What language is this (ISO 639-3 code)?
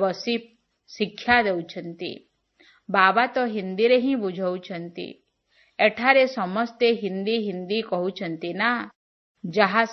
ori